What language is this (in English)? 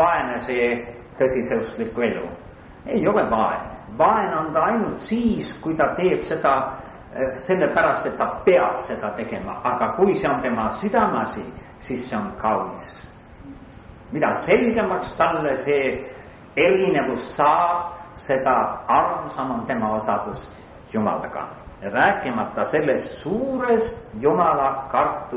Estonian